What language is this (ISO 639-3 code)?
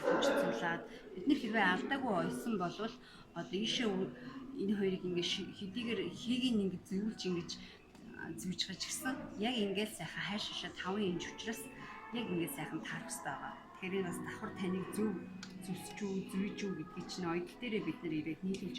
mon